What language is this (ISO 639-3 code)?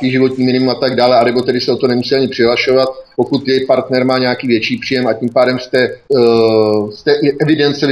ces